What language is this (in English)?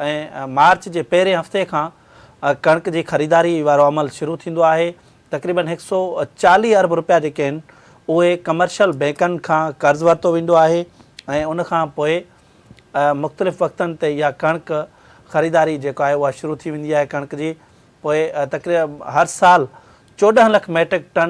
Sindhi